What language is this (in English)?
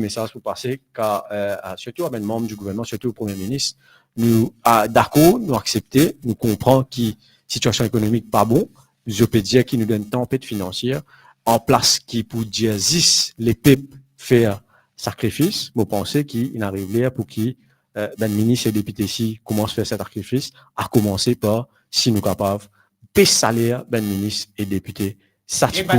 Morisyen